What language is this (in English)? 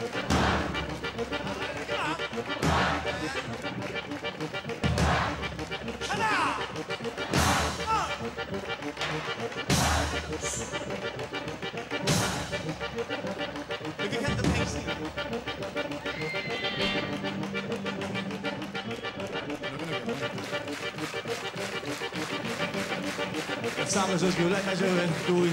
Norwegian